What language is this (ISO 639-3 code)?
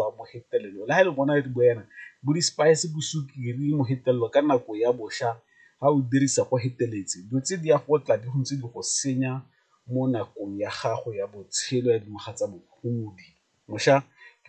tsn